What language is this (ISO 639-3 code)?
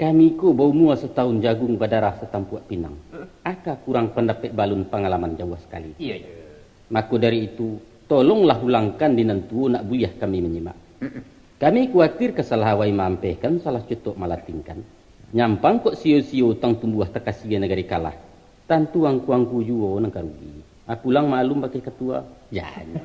min